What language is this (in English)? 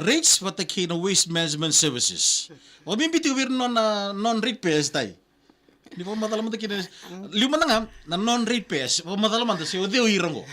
Fijian